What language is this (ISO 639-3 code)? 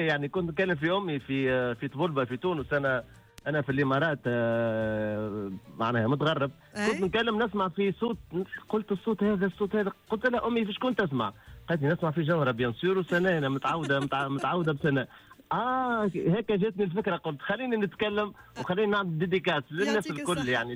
aeb